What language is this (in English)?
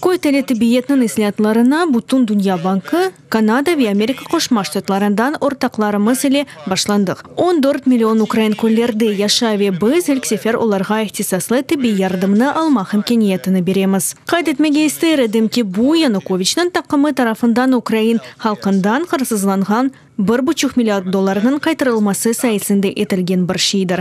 Crimean Tatar